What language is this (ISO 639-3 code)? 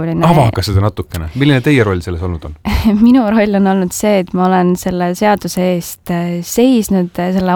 est